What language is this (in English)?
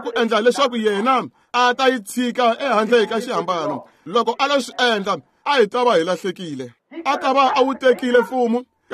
Tsonga